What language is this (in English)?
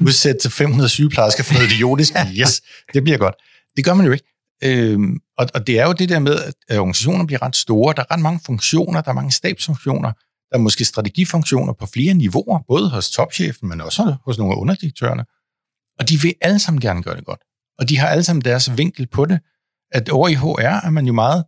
Danish